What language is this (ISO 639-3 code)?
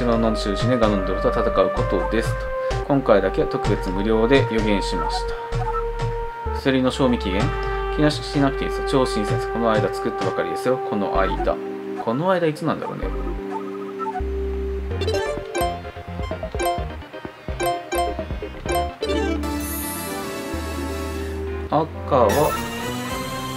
jpn